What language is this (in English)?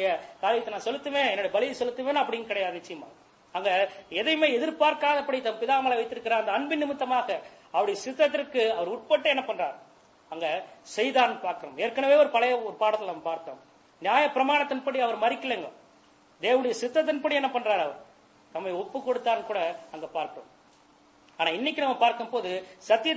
Tamil